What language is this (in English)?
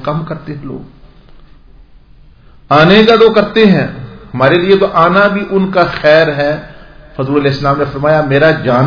Urdu